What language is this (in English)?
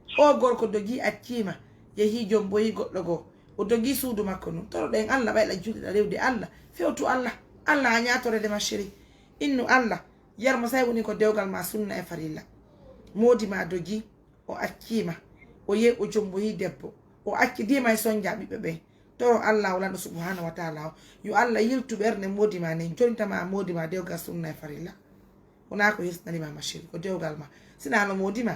Fula